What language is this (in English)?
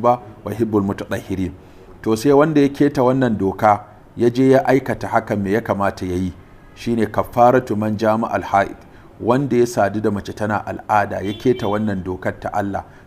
Hausa